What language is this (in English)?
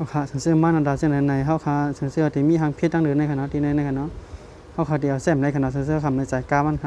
Shan